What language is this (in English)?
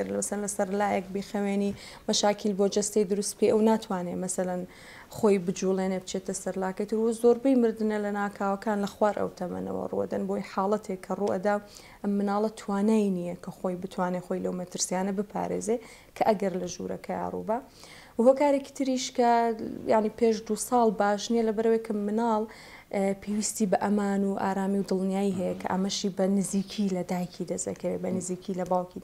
Central Kurdish